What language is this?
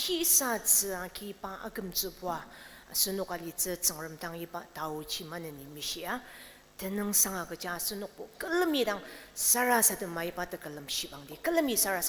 Ao Naga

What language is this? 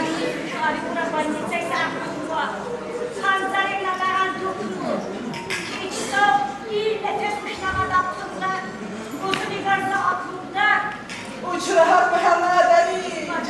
Tabassaran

